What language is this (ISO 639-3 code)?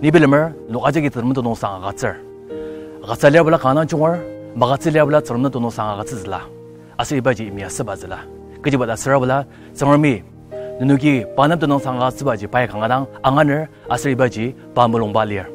njo